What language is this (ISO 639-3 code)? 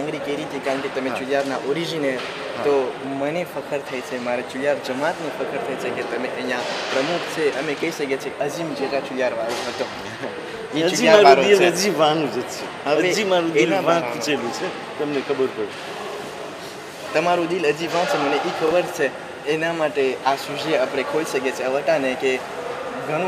guj